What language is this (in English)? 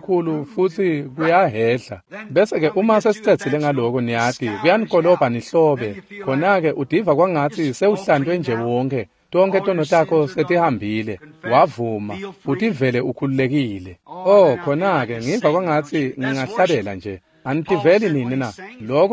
Swati